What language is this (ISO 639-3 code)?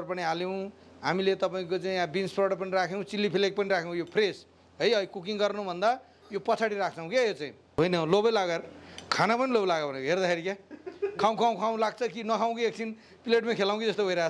nep